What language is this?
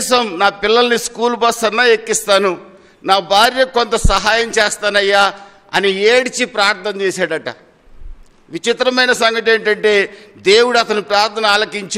Telugu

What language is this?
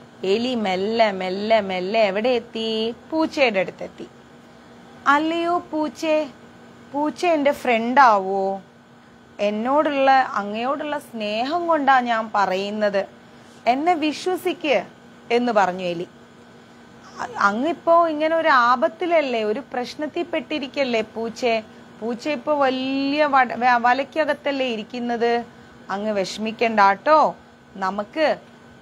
Malayalam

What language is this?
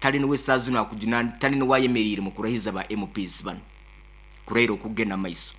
Nyankole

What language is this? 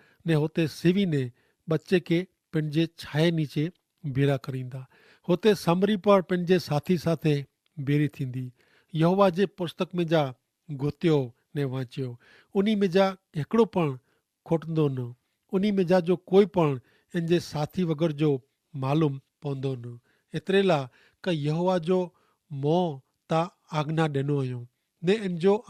Kachhi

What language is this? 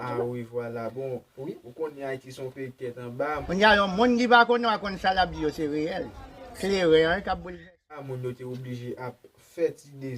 Haitian Creole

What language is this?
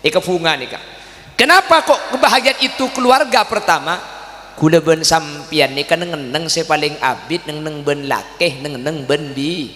Madurese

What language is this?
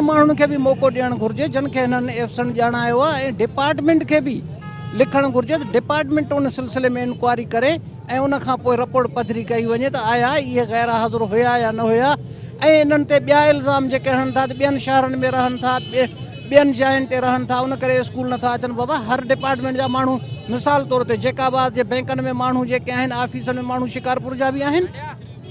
Sindhi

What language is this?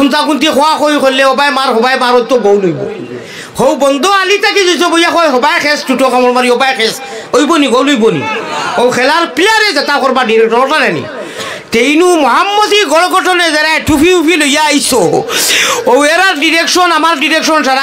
Sylheti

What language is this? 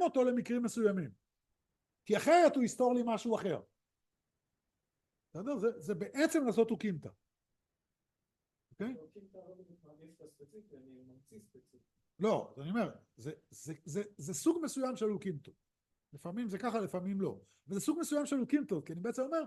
Hebrew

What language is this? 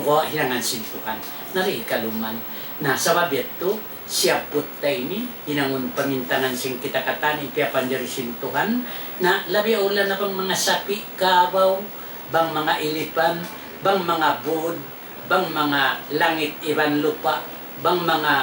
Tausug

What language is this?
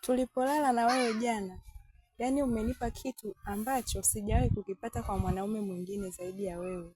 Swahili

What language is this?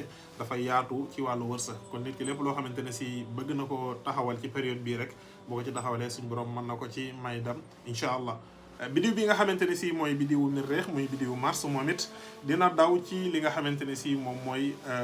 Wolof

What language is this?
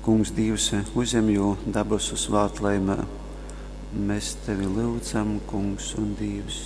Latgalian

